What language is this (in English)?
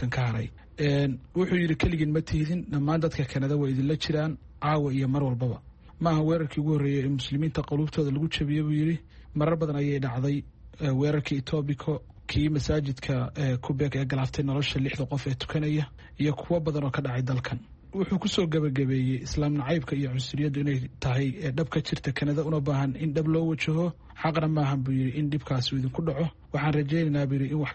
Somali